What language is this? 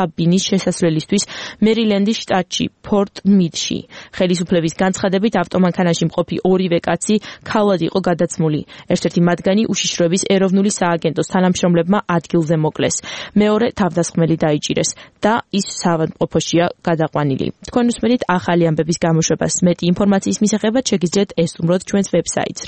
Georgian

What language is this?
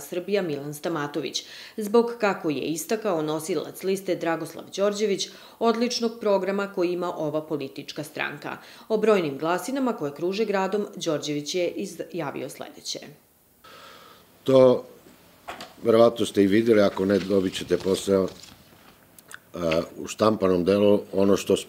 Serbian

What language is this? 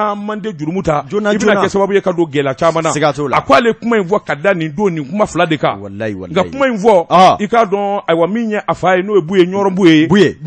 Bambara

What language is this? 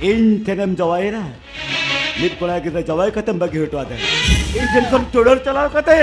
Santali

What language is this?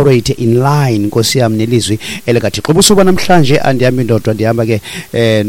Xhosa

